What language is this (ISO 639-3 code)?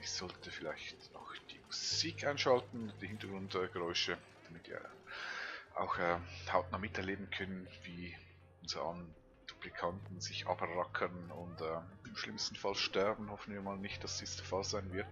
gsw